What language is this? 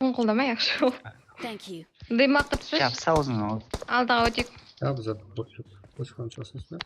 Kara-Kalpak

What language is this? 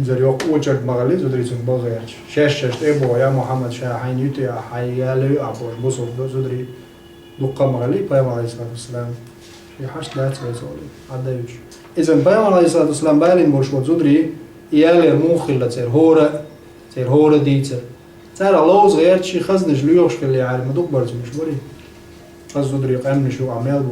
Chechen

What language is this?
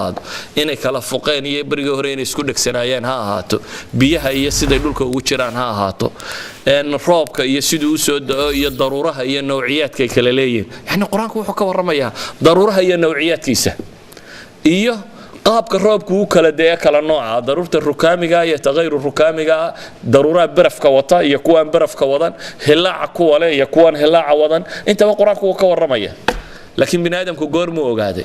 Somali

